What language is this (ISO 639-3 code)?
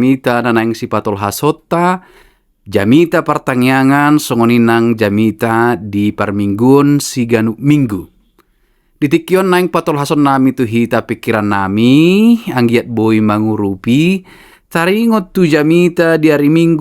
bbc